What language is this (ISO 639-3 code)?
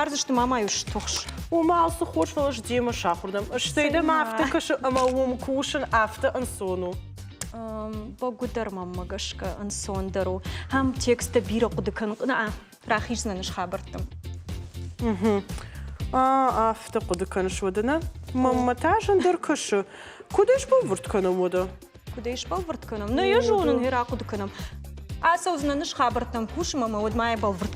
oss